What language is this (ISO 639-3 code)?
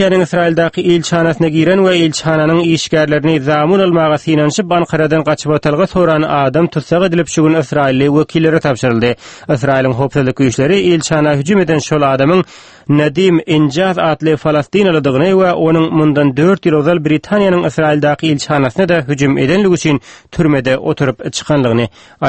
tuk